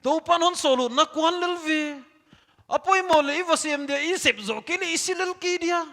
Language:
Paite Chin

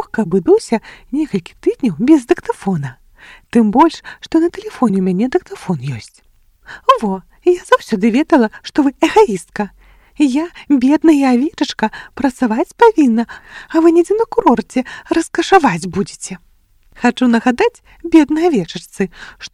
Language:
Belarusian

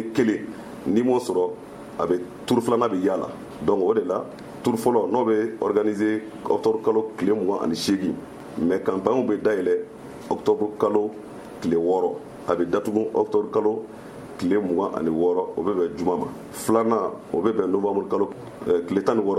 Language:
Bambara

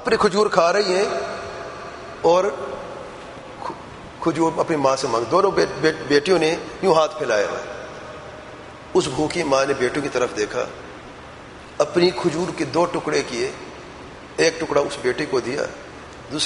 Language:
Urdu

